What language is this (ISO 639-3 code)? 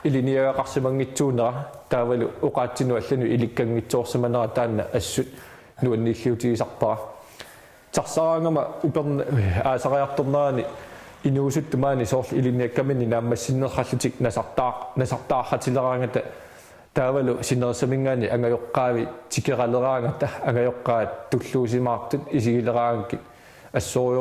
kal